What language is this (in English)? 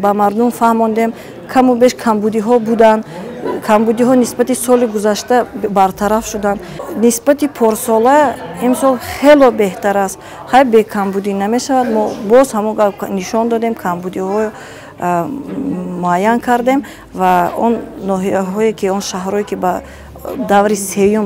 Tajik